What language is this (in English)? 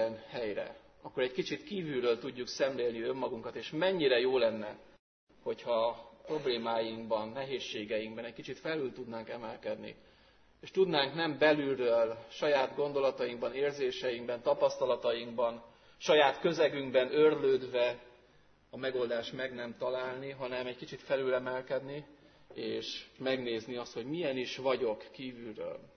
Hungarian